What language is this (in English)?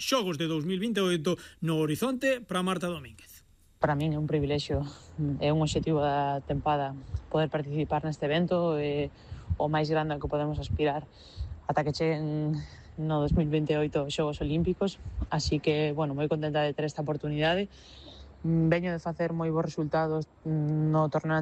Galician